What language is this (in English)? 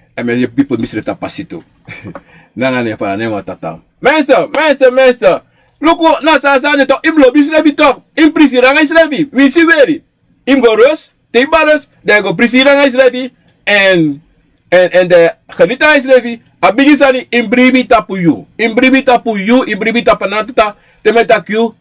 Sranan Tongo